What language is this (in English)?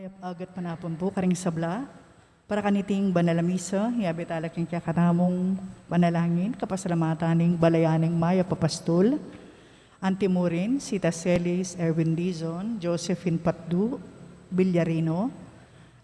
Pampanga